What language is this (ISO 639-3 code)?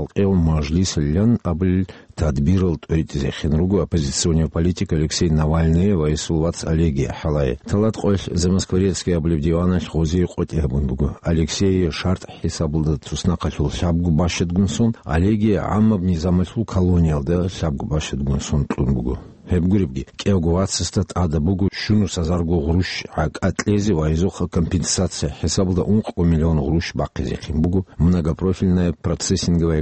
ava